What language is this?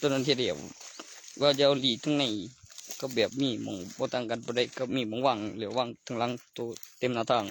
Northeastern Thai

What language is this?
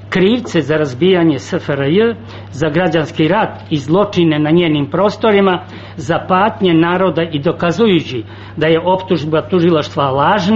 Serbian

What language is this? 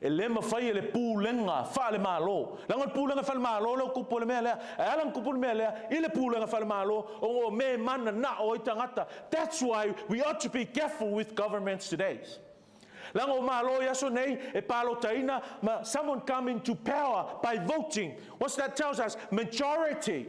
Samoan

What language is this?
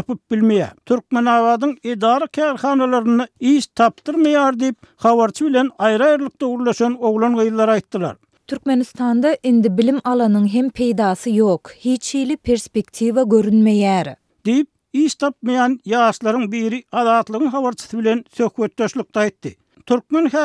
Turkmen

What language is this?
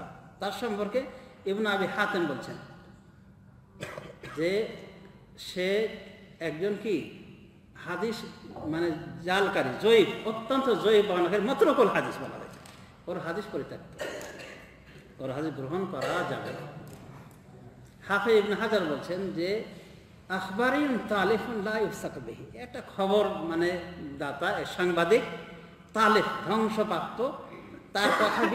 Bangla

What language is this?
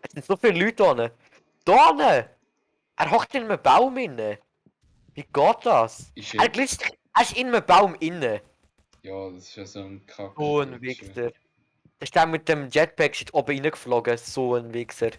Swiss German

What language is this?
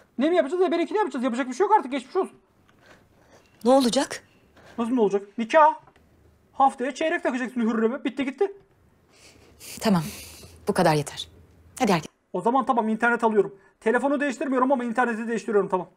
Turkish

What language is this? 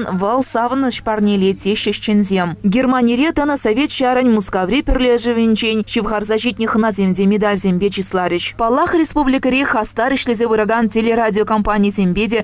Chuvash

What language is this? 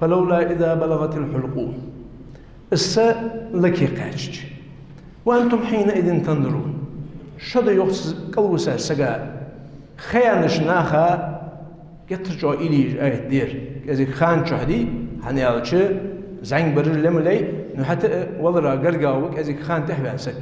Ingush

